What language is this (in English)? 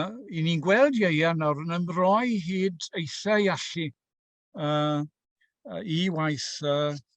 Welsh